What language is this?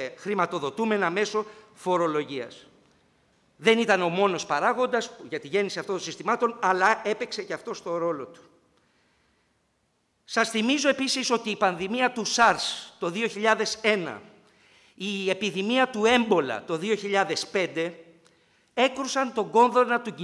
Greek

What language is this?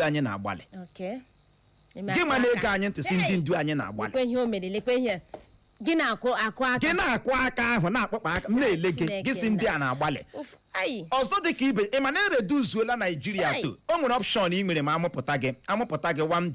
Igbo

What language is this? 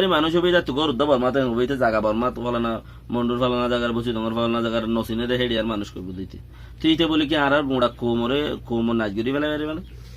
Rohingya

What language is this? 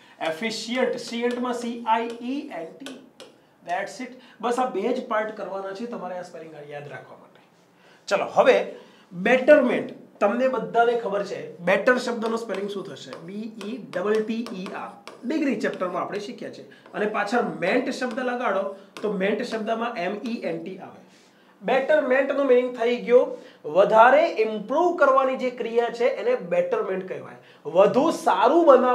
Gujarati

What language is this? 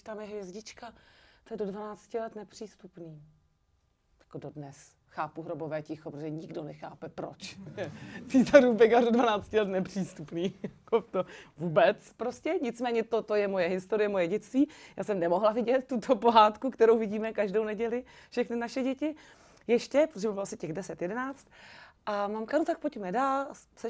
Czech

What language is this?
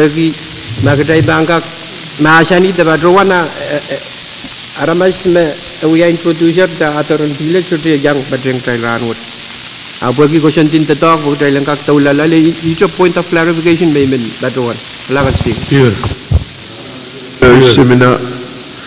Pohnpeian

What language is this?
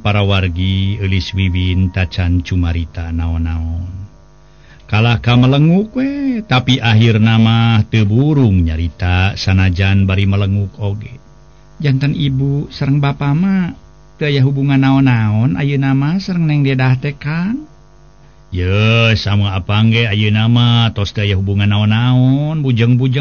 Sundanese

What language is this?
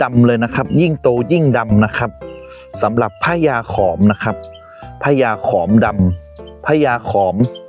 Thai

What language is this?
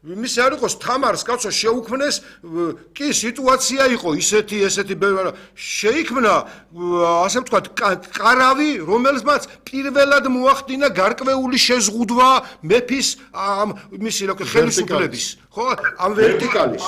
Georgian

